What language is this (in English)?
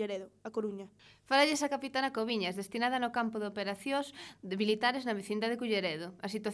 Galician